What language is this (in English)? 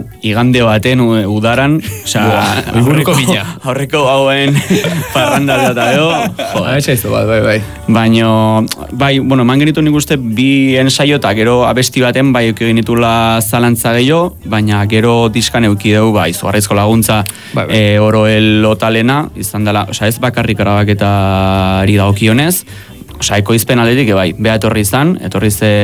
Basque